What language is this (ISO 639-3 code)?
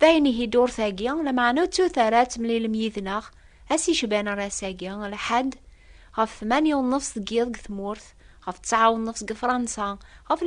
kab